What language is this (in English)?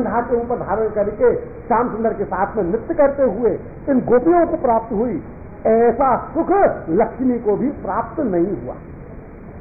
Hindi